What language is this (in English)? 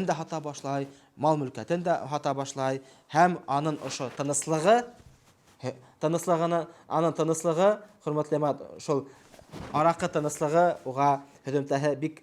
Bashkir